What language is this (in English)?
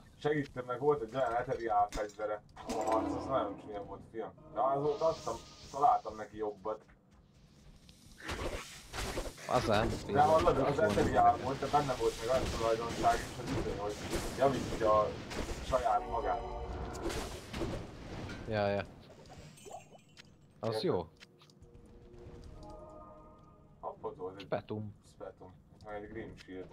Hungarian